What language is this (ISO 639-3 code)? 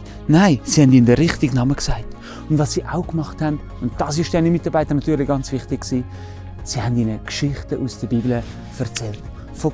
gsw